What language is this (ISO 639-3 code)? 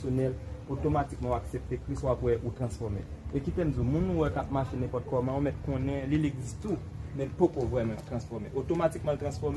hat